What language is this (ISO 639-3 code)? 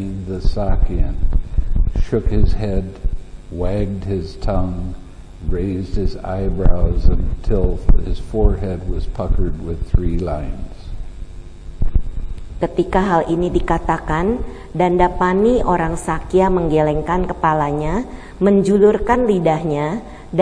ind